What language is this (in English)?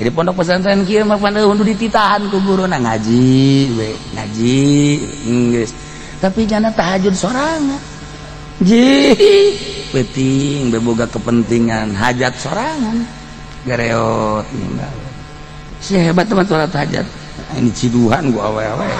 Sundanese